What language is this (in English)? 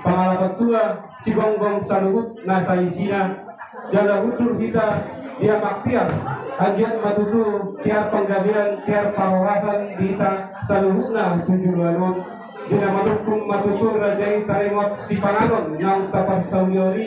Batak Toba